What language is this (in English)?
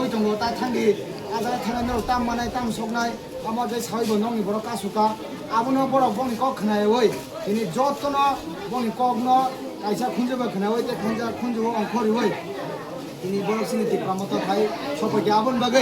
Kok Borok